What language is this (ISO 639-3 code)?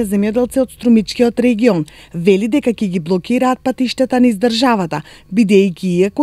mkd